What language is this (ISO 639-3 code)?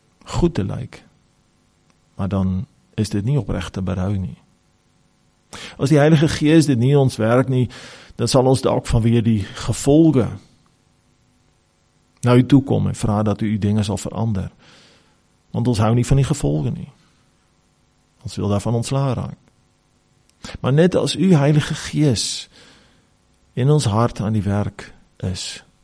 afr